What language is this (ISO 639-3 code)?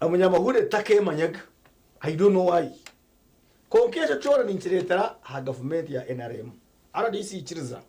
nyn